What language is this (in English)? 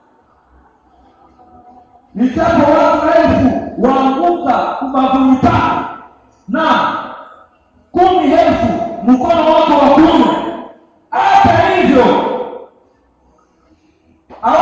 Swahili